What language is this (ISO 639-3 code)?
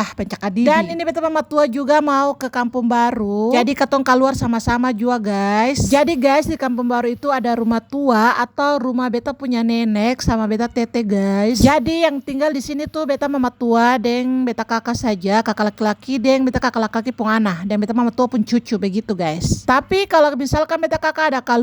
abs